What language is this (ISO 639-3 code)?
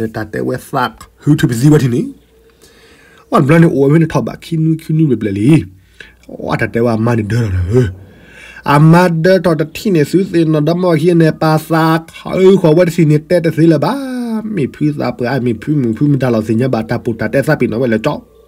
ksw